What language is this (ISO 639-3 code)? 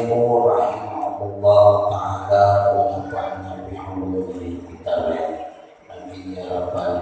bug